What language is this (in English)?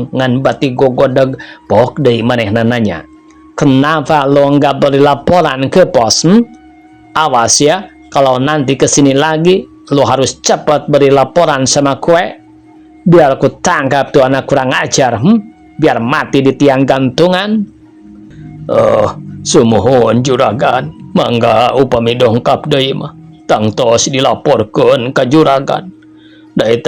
Sundanese